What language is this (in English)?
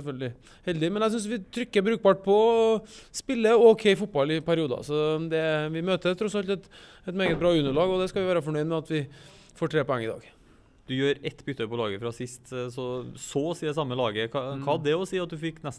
Norwegian